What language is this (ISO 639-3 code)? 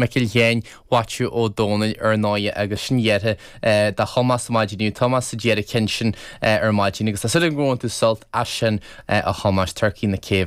gle